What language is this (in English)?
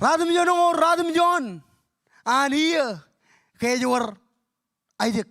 Marshallese